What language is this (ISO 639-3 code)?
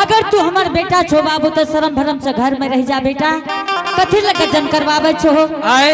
anp